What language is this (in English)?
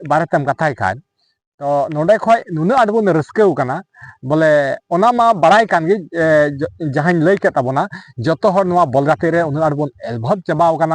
Santali